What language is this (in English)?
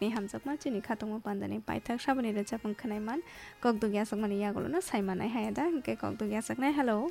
Kok Borok